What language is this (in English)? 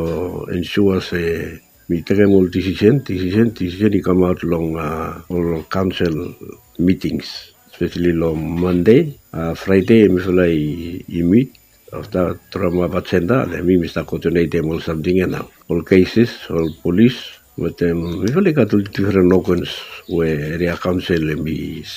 Bislama